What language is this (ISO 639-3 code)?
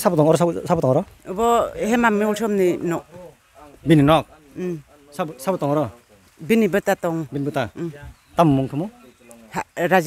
trp